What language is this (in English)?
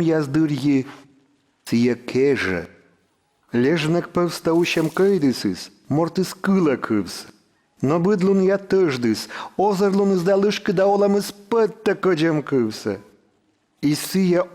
Komi